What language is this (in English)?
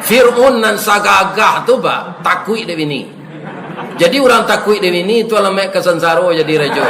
Minangkabau